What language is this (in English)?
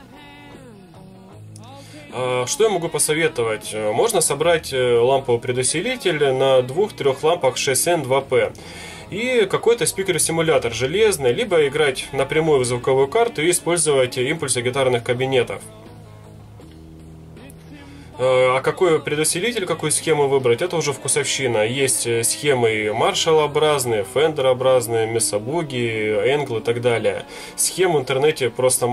Russian